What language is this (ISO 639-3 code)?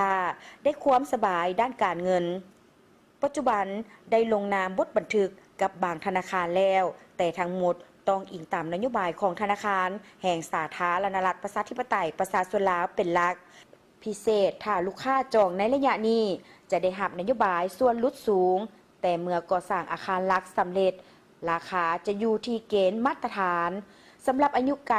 lao